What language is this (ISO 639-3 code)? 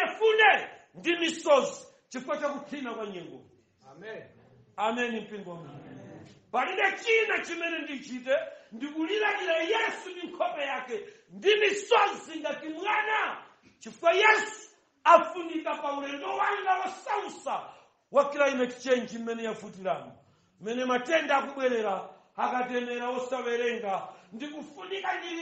nya